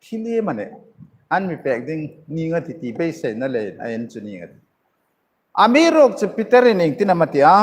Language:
Hmar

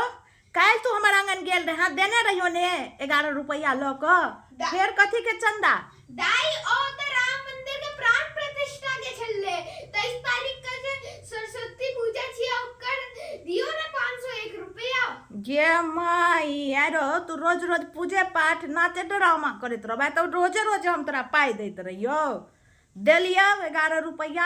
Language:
Maithili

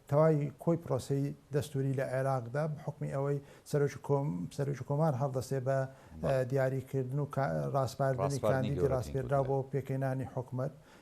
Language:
Central Kurdish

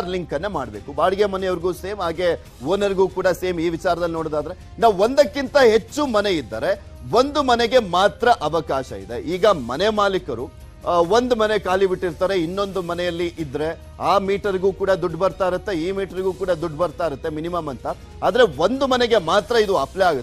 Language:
Kannada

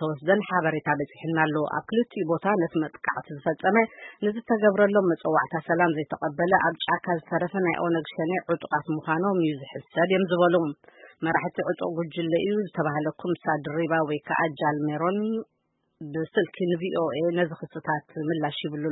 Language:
Tigrinya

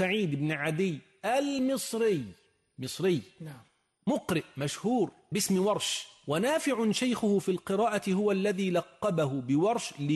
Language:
Arabic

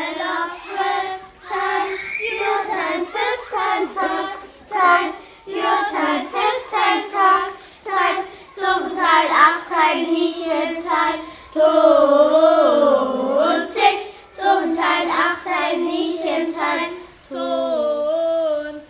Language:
Northern Frisian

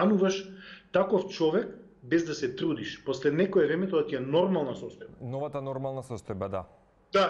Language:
Macedonian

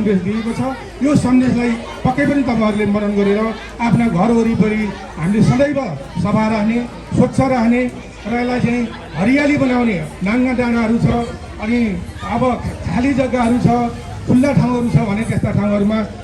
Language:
Nepali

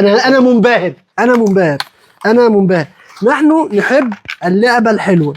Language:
Egyptian Arabic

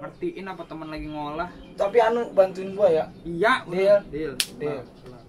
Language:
Betawi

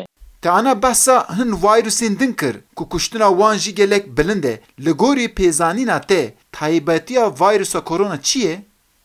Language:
Kurdish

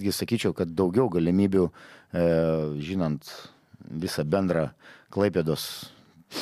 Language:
Lithuanian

